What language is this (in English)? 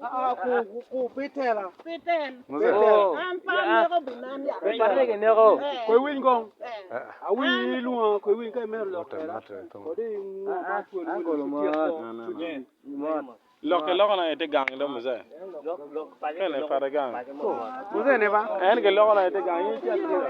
Acoli